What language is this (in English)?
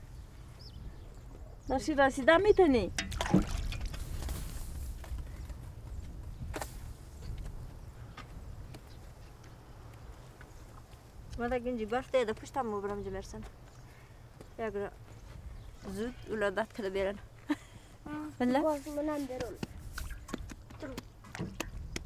Persian